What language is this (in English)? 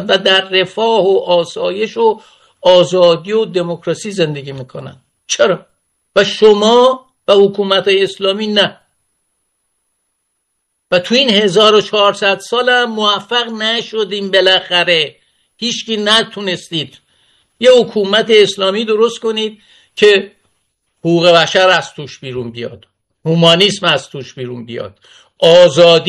Persian